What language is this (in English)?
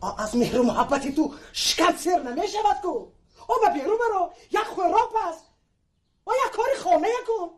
Tajik